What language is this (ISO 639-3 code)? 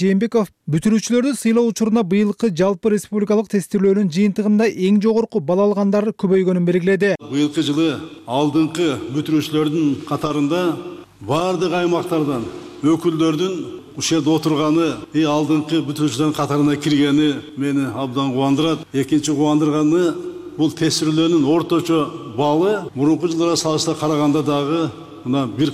kir